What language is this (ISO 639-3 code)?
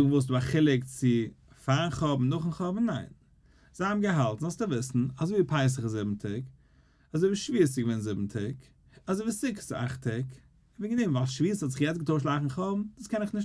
yid